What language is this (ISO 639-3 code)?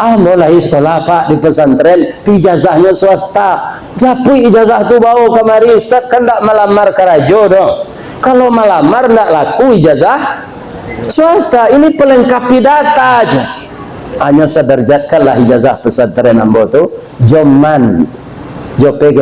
min